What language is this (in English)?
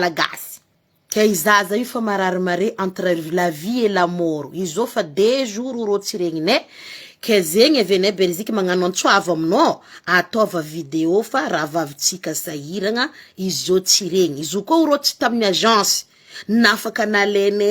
Malagasy